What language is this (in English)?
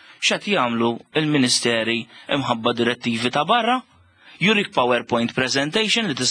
Maltese